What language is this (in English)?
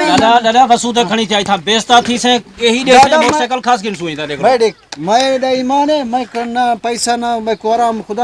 Saraiki